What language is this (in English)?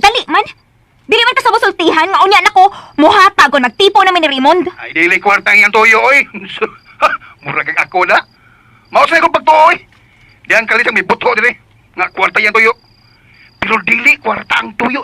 Cebuano